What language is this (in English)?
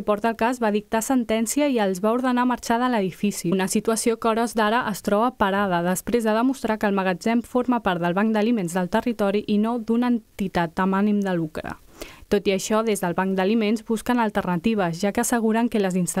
Catalan